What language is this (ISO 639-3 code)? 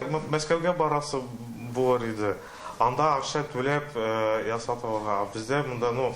tat